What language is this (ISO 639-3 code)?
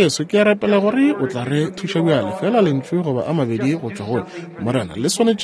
nso